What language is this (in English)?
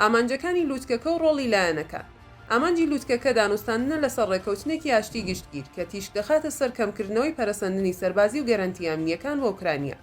Central Kurdish